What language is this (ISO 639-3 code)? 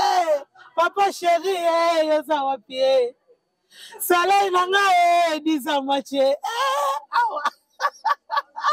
lin